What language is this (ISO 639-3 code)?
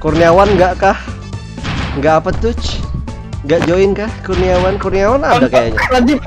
bjn